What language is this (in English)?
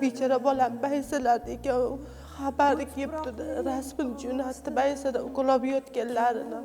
Uzbek